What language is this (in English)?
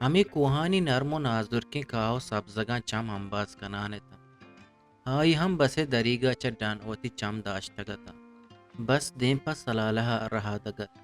Eastern Balochi